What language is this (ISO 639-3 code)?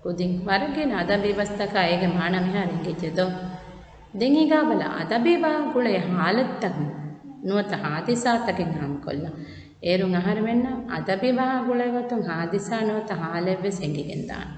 div